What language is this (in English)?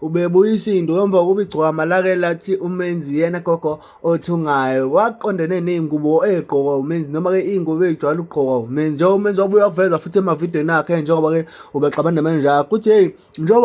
Zulu